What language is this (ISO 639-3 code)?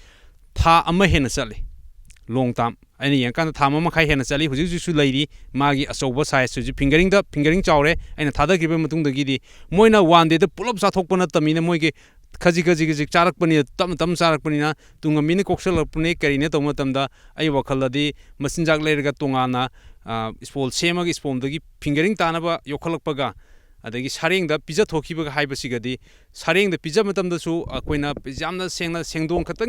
mni